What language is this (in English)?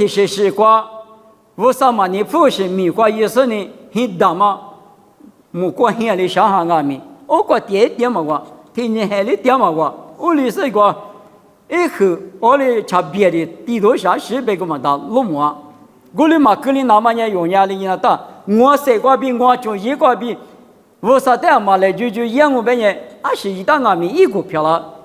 Lisu